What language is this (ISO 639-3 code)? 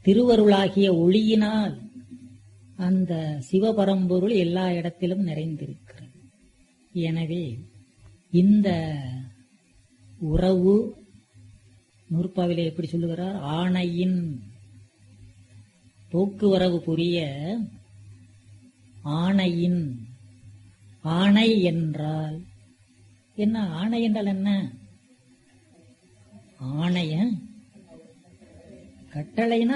tam